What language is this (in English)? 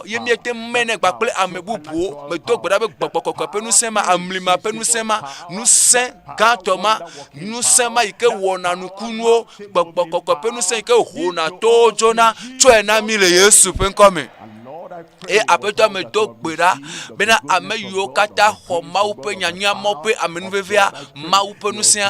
Ewe